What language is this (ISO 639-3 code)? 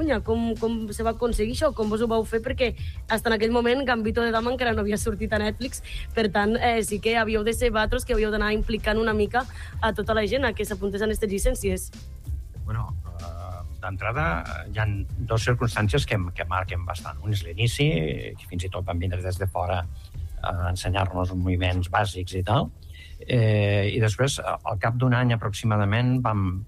cat